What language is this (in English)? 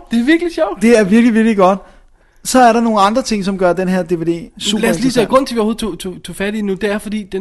Danish